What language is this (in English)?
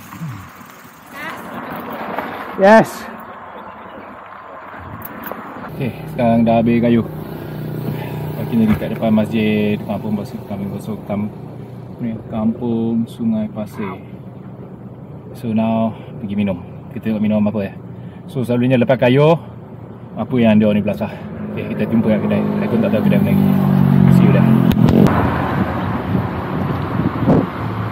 Malay